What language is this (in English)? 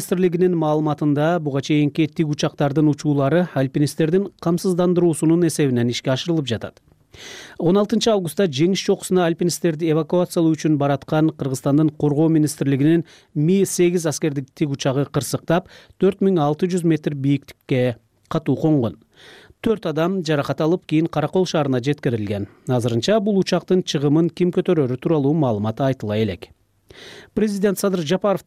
Kyrgyz